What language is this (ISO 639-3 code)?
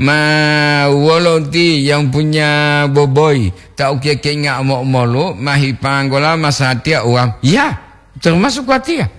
gor